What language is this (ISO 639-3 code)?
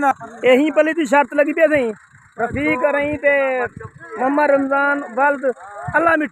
skr